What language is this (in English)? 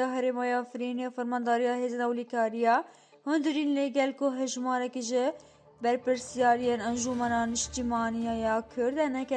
Kurdish